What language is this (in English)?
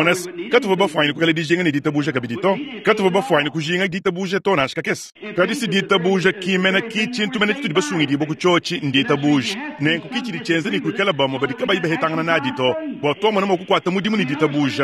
Luba-Lulua